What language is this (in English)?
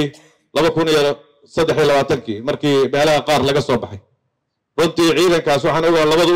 Somali